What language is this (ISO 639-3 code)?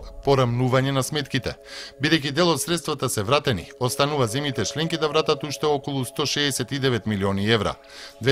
mkd